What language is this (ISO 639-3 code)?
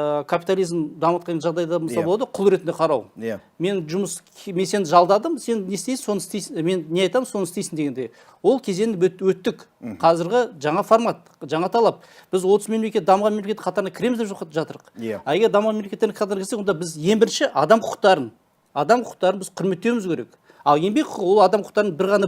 kaz